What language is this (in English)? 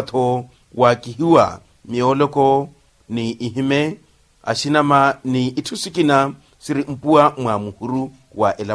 Makhuwa